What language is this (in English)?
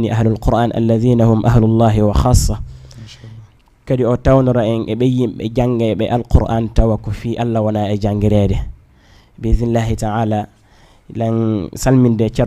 Fula